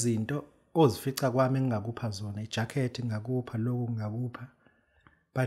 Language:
Zulu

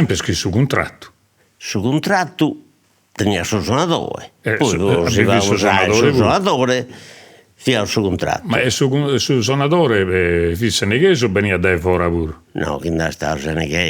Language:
Sardinian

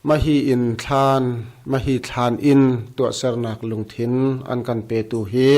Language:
Hakha Chin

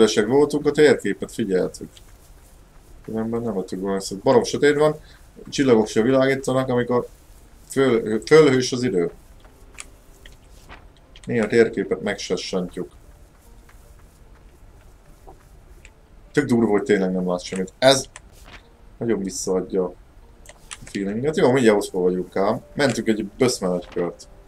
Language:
Hungarian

